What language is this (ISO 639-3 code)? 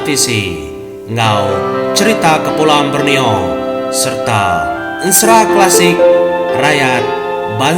iba